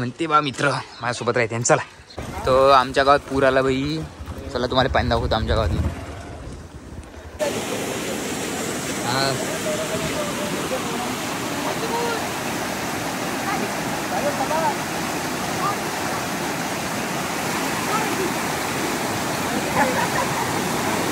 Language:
Marathi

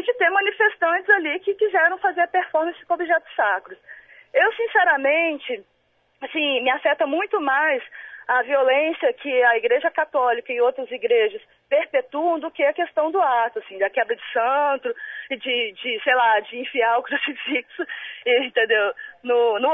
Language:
Portuguese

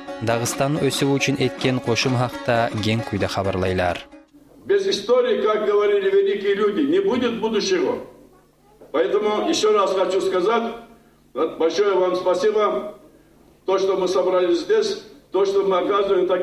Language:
Kumyk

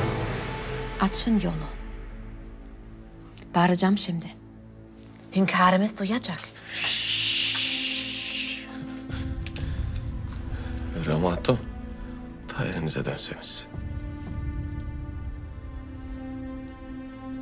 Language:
Turkish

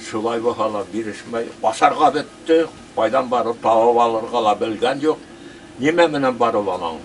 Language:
Bashkir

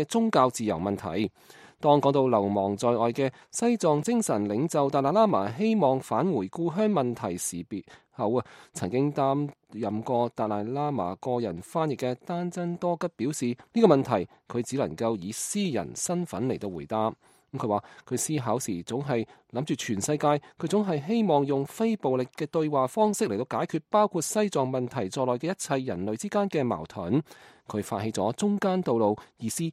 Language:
Cantonese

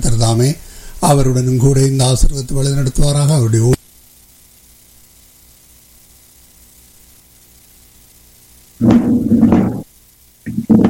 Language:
Tamil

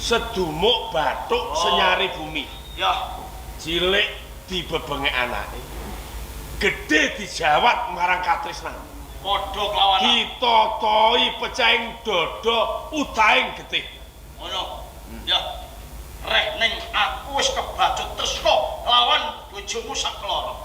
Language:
Javanese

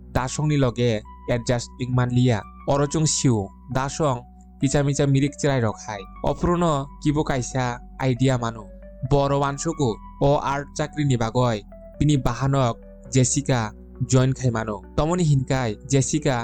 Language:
Kok Borok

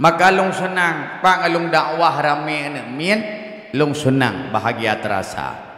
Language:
Achinese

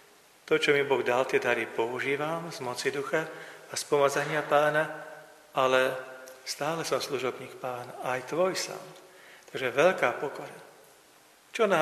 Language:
Slovak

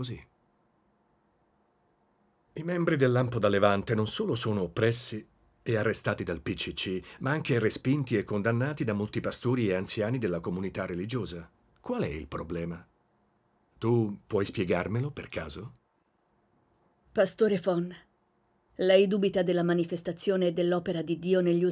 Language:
Italian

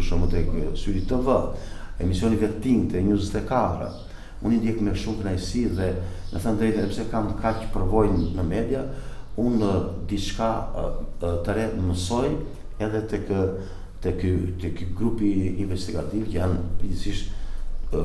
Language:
Albanian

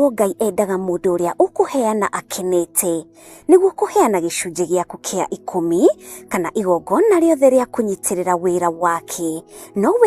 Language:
Kikuyu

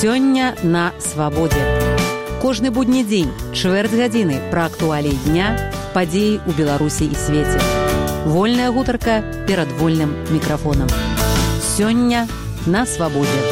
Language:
Belarusian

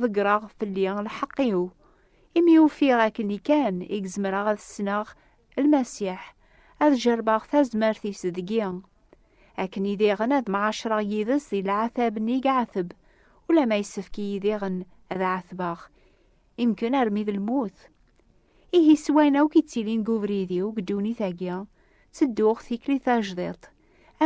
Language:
Kabyle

